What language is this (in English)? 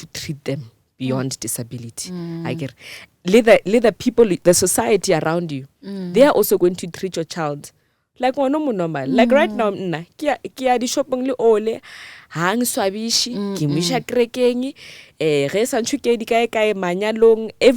Northern Sotho